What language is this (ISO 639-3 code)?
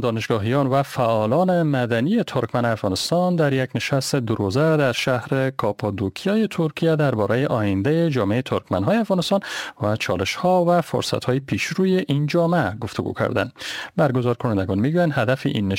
fas